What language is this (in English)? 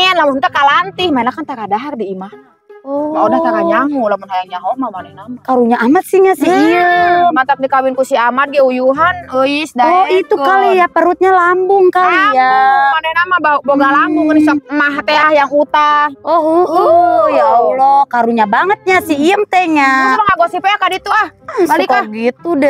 Sundanese